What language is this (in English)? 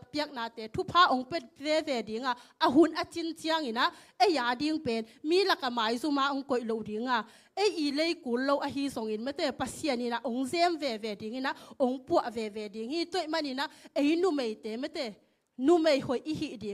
Tedim Chin